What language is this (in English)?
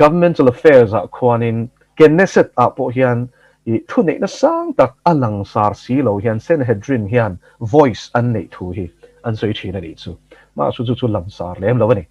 Mizo